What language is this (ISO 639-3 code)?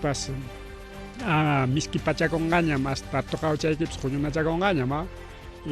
quy